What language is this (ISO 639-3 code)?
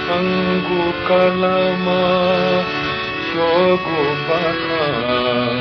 new